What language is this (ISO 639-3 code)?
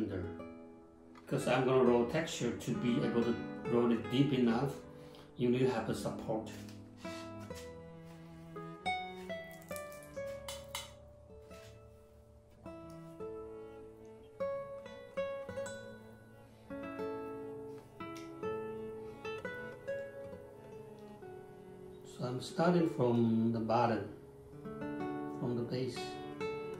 eng